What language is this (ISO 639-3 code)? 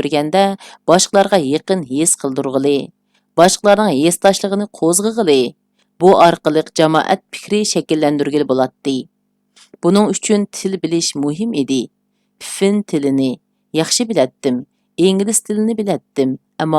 uig